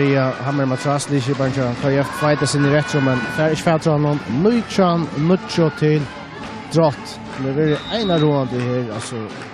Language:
Faroese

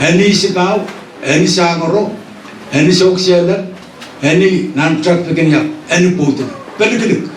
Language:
Pohnpeian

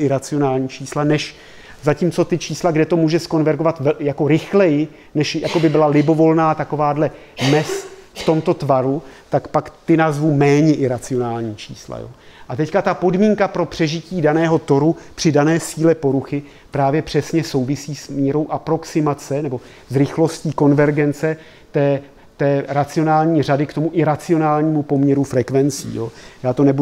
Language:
Czech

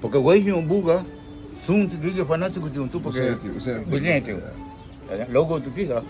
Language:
Garifuna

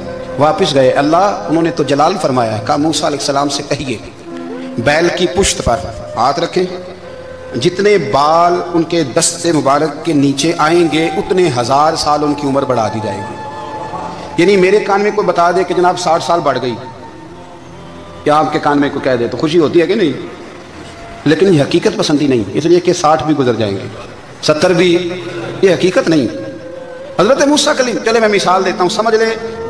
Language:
Urdu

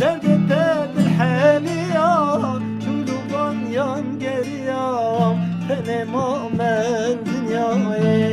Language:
Kurdish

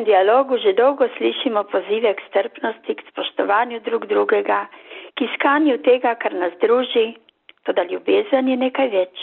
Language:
Slovenian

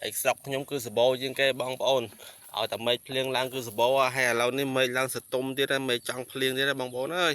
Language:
Khmer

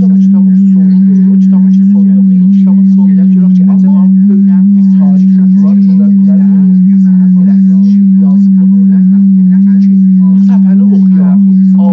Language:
South Azerbaijani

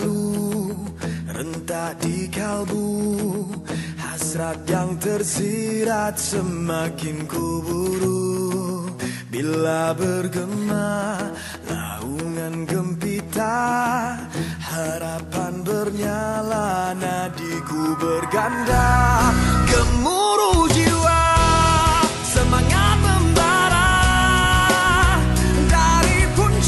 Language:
Malay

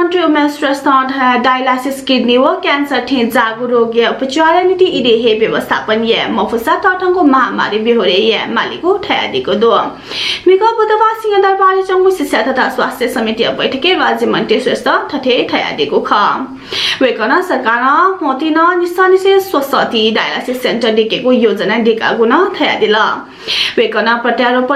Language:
Newari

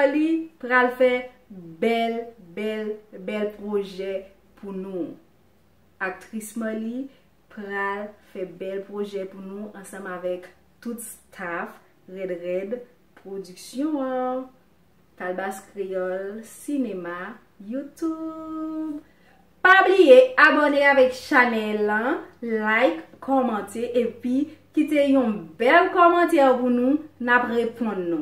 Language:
Haitian Creole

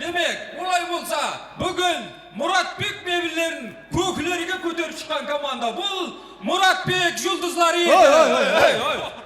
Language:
Kara-Kalpak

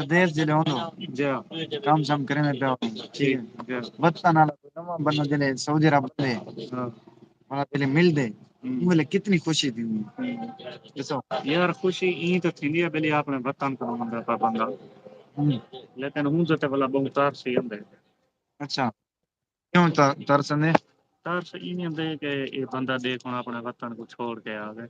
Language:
Saraiki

